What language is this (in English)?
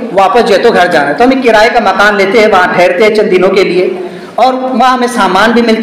Urdu